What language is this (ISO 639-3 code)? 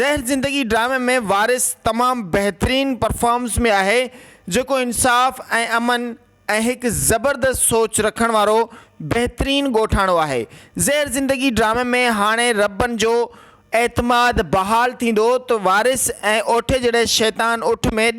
snd